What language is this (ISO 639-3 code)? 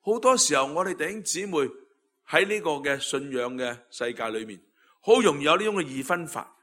yue